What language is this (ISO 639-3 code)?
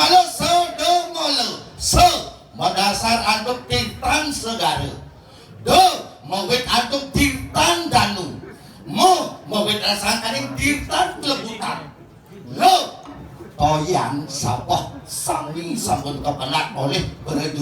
ban